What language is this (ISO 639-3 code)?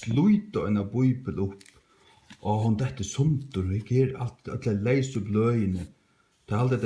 fao